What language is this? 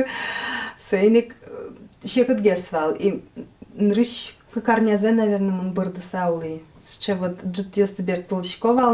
Udmurt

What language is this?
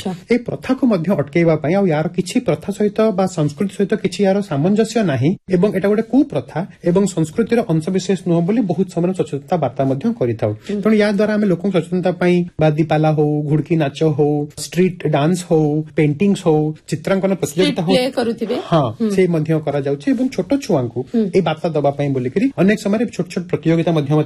Odia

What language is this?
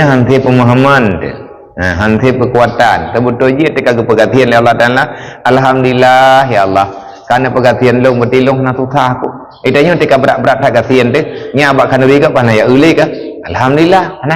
Achinese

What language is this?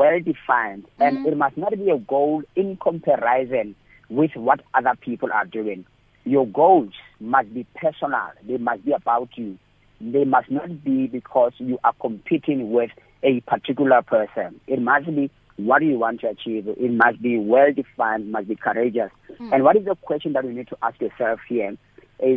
English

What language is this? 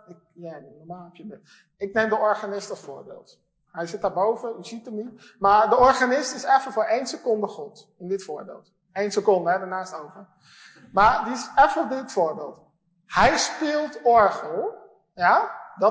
Dutch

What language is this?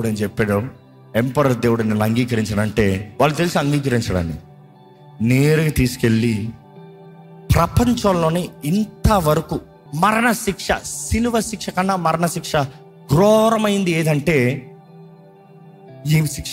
Telugu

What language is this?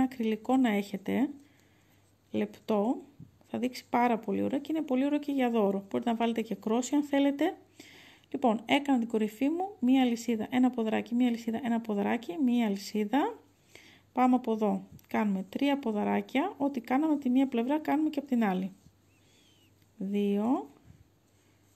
Greek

